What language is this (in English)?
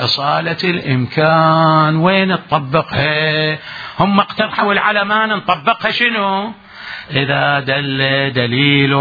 Mesopotamian Arabic